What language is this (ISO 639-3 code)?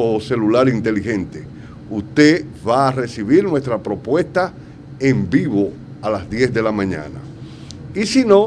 spa